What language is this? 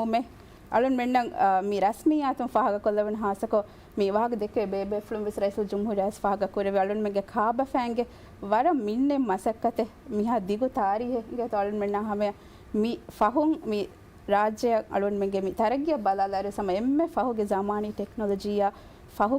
Divehi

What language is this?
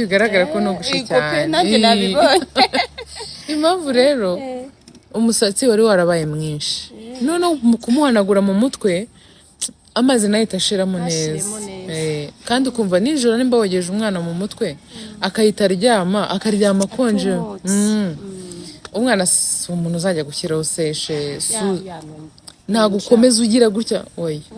Kinyarwanda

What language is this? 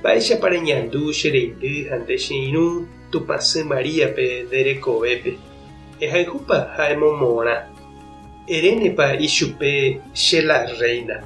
Guarani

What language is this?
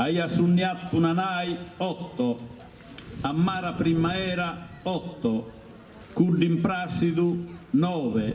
Sardinian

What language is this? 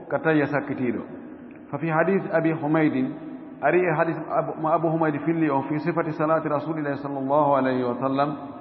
Fula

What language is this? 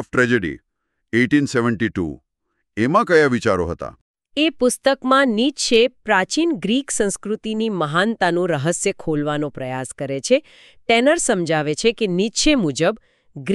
Gujarati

